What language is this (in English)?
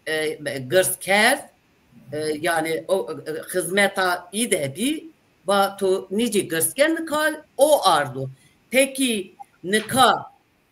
Zaza